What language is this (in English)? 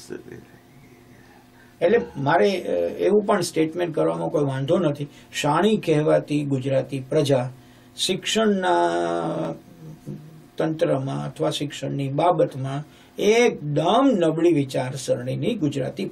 Gujarati